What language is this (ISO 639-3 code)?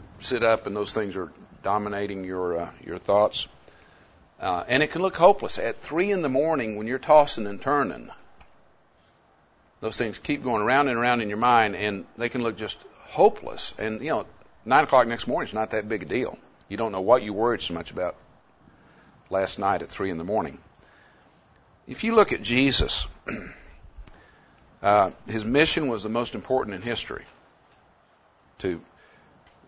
eng